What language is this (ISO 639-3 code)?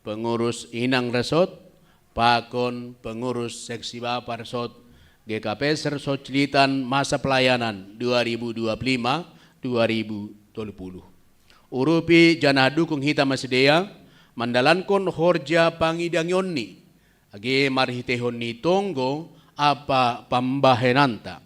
bts